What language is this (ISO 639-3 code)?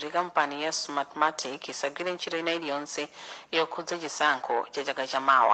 nya